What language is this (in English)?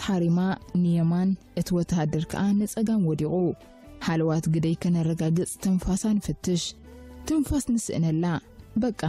Tigrinya